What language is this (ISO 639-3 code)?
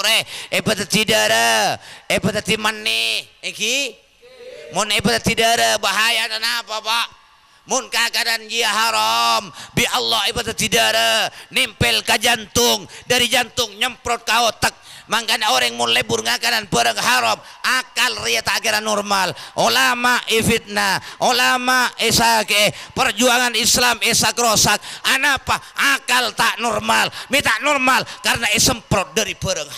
mad